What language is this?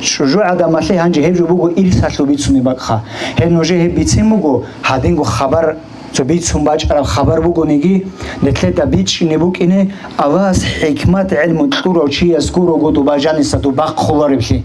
Avaric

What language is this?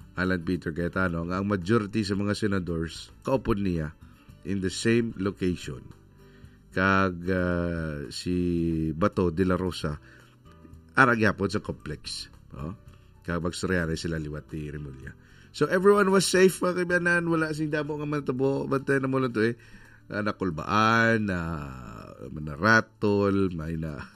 Hiligaynon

